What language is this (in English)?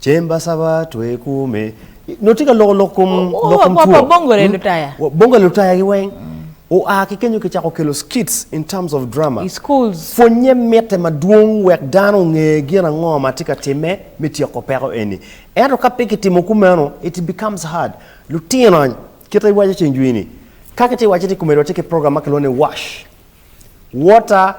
Acoli